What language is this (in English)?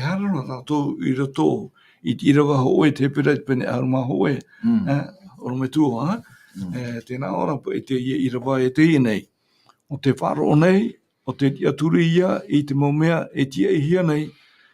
Tahitian